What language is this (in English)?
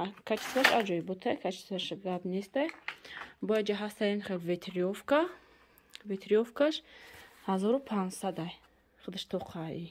Tajik